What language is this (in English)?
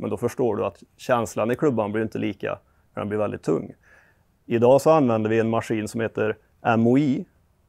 Swedish